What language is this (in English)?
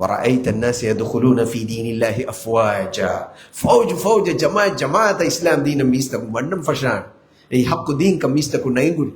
Divehi